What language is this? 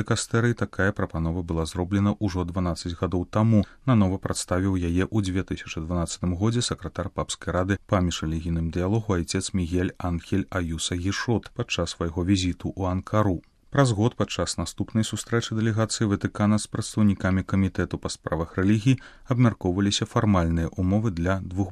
Belarusian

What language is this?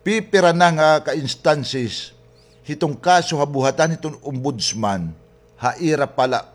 Waray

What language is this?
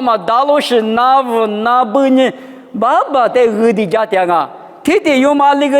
Lisu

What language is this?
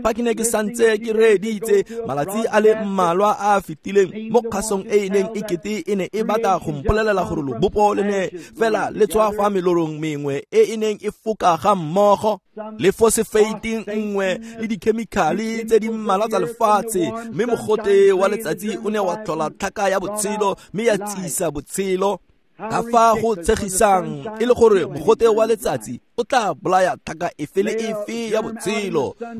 Tswana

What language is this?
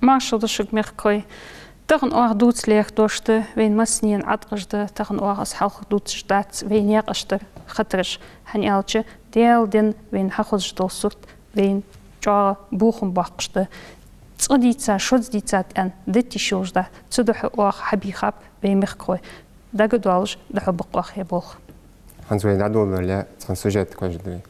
Ingush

